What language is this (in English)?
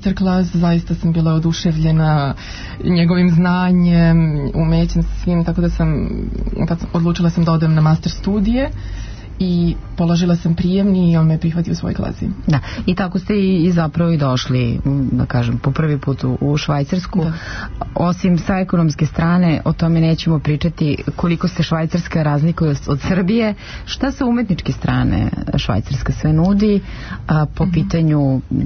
Serbian